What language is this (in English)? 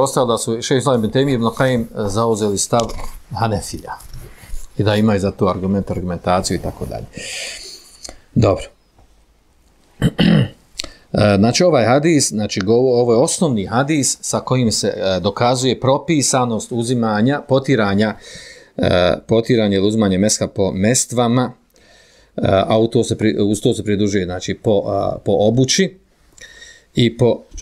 Bosnian